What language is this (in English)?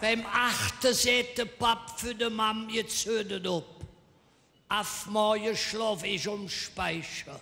Colognian